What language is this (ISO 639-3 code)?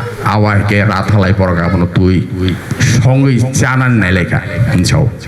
trp